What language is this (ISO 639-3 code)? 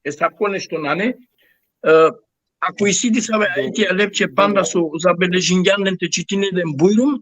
rmn